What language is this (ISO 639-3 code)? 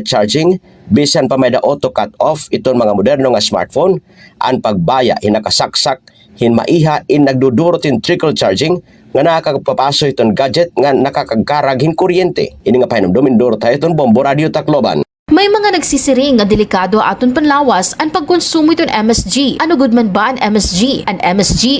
war